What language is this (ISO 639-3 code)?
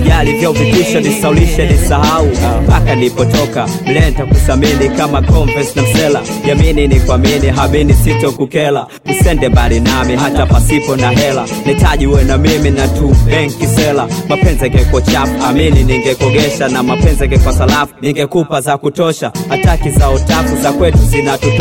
swa